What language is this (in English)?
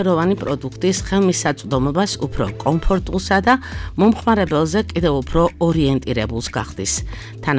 Georgian